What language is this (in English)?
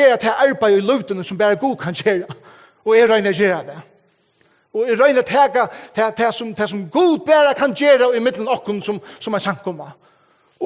Faroese